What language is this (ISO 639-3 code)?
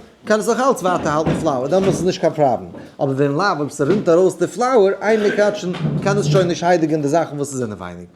yid